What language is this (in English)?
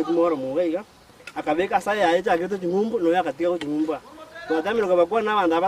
Gusii